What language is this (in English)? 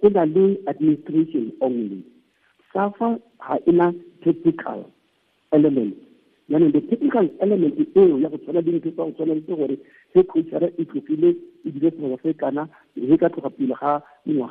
Tswana